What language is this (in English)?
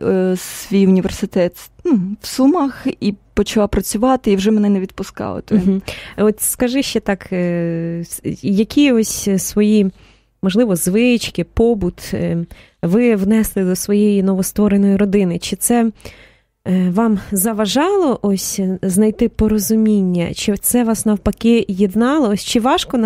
Ukrainian